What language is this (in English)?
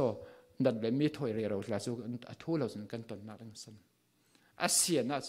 Falam Chin